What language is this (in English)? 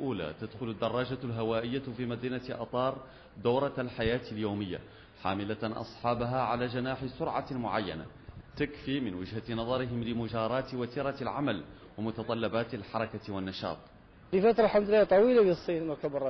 Arabic